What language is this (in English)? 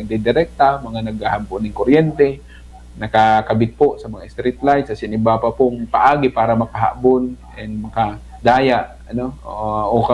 Bikol